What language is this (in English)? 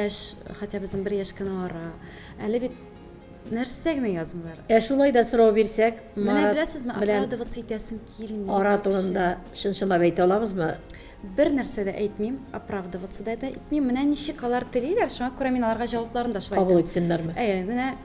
Tatar